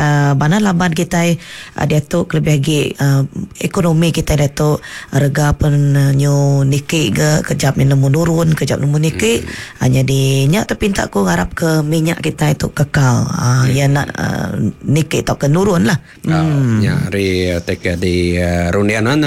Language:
Iban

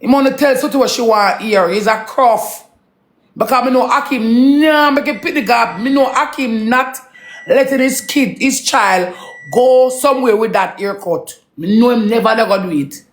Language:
Jamaican Creole English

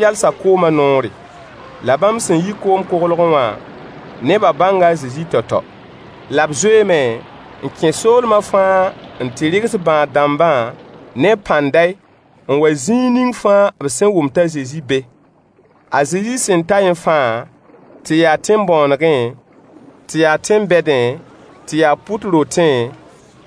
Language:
Mossi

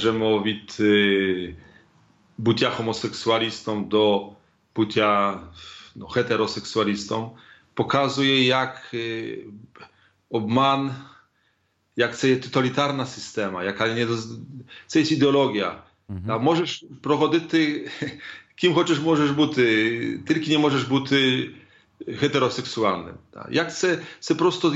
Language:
Ukrainian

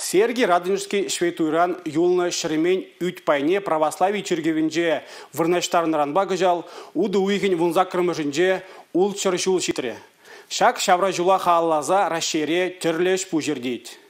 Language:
Chuvash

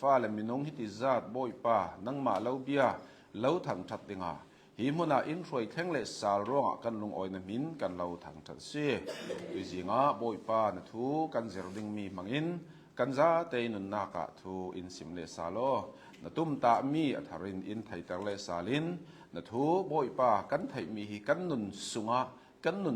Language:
Hakha Chin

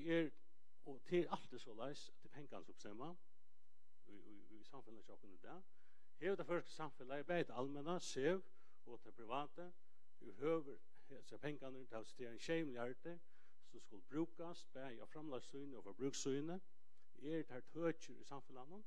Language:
Faroese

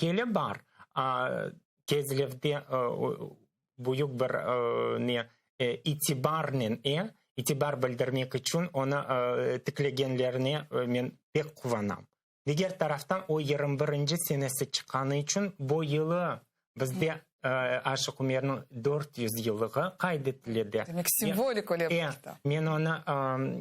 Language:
Crimean Tatar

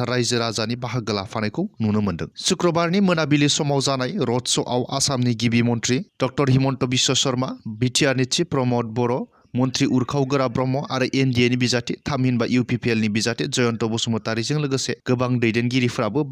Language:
Bodo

